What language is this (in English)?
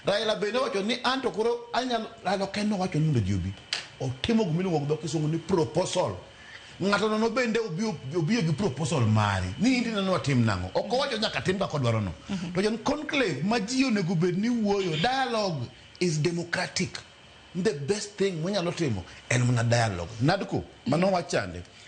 Luo (Kenya and Tanzania)